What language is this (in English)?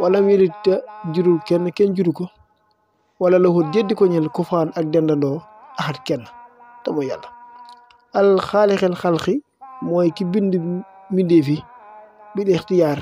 Wolof